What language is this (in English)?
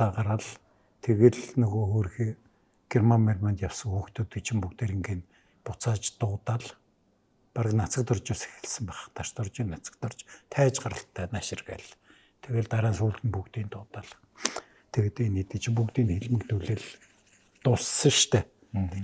Mongolian